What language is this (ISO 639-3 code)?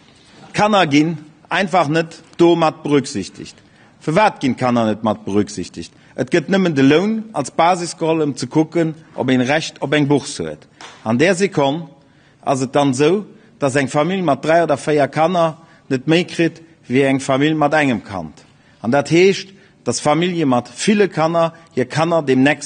ltz